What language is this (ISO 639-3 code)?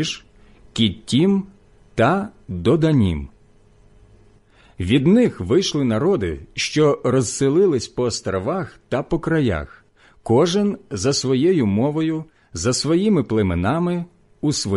ukr